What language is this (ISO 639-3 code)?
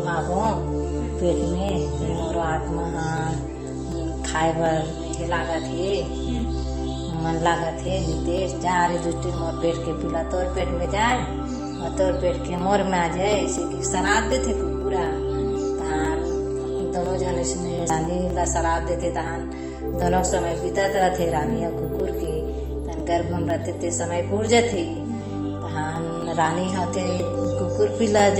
hne